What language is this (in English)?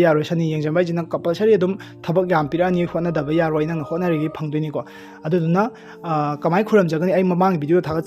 Manipuri